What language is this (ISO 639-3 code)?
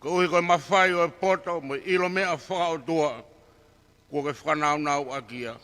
ton